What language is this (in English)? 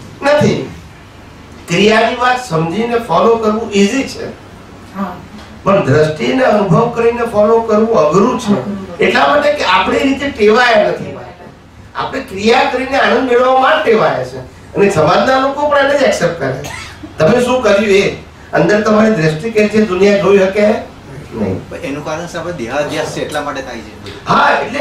Gujarati